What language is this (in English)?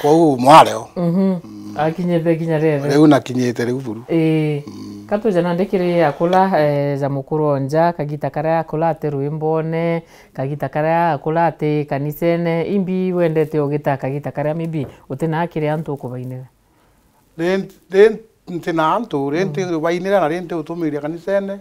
Meru